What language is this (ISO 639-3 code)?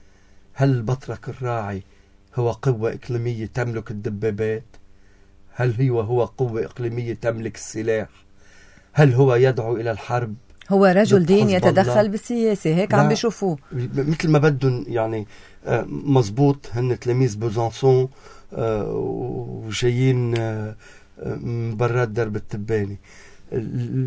apc